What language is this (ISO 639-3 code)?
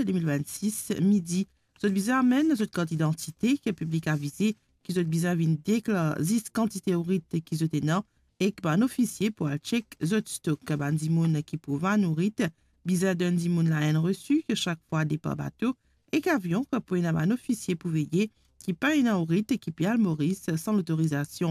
mfe